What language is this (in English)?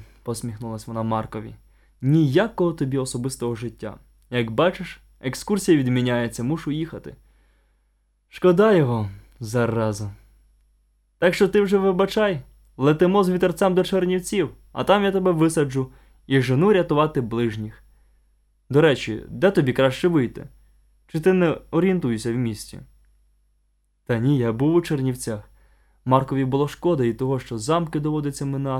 Ukrainian